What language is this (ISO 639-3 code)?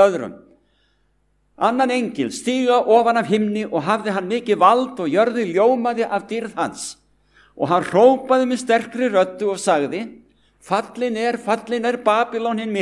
isl